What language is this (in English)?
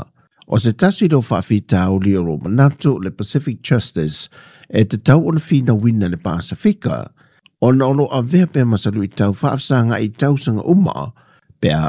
Samoan